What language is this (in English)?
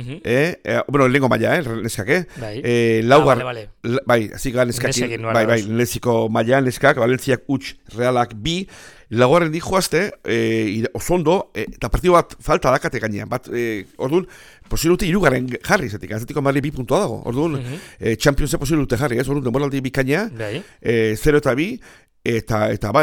Basque